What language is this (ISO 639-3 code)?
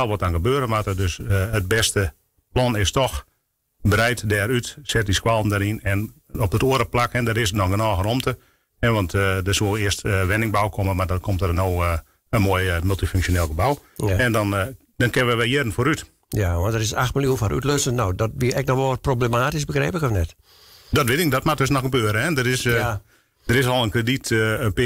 fry